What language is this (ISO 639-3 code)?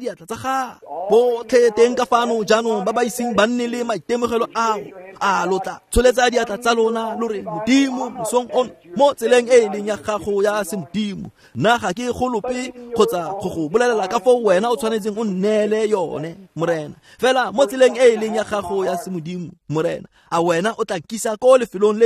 tsn